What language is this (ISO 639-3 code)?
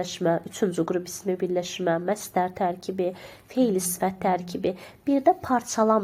aze